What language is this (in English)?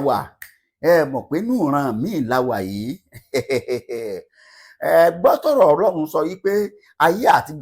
Yoruba